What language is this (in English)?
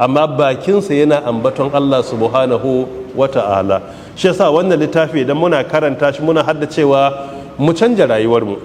Hausa